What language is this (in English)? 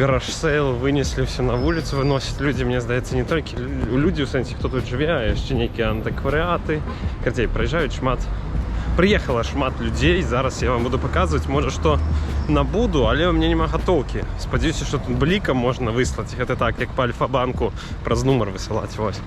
Belarusian